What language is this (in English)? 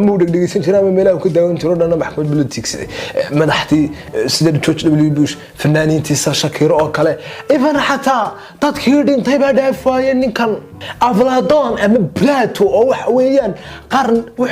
Somali